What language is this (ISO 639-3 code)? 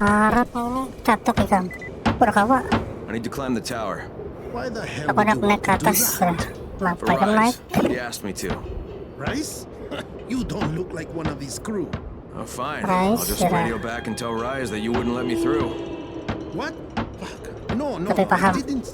bjn